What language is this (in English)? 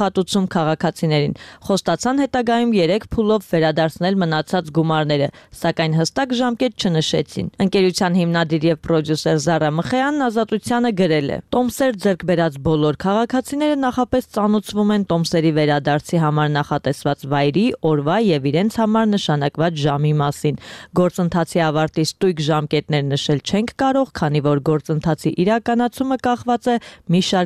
Armenian